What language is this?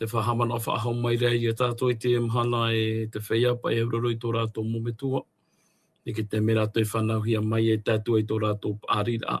Tahitian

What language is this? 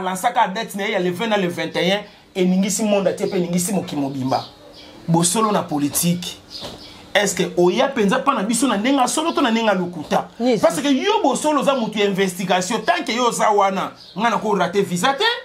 Lingala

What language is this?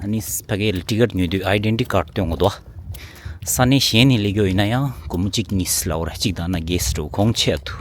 Tibetan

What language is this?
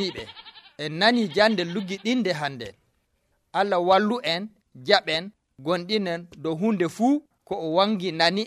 Nigerian Fulfulde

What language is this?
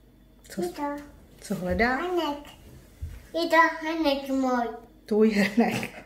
Czech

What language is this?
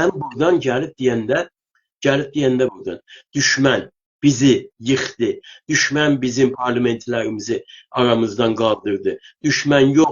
South Azerbaijani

